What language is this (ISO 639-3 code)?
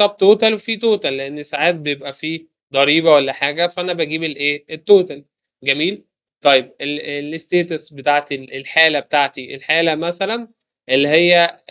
arz